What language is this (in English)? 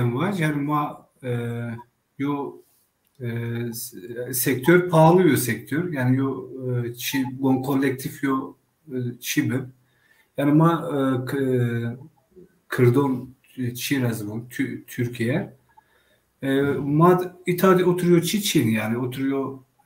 Zaza